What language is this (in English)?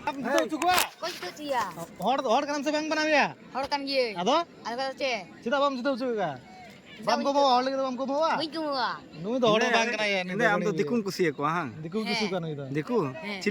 Santali